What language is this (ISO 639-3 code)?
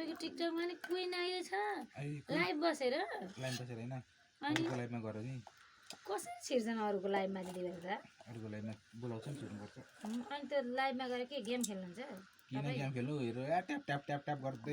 nep